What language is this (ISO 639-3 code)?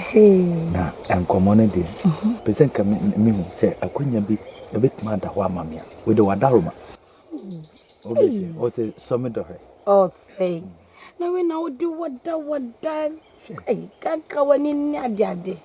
aka